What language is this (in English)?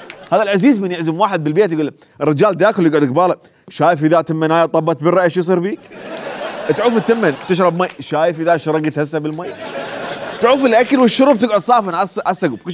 Mesopotamian Arabic